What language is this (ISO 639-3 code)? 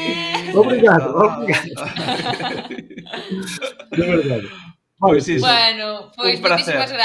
glg